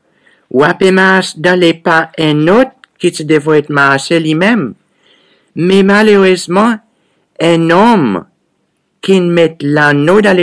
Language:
Seselwa Creole French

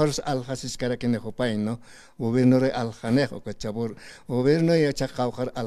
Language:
Aymara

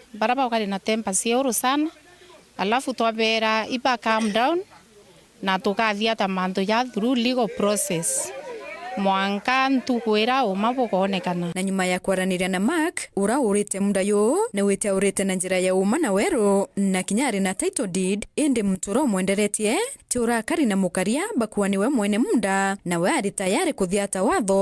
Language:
Meru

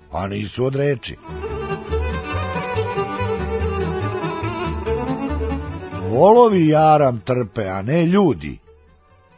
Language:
Serbian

